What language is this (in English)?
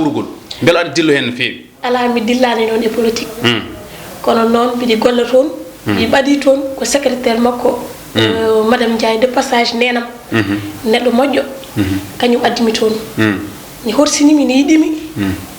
Fula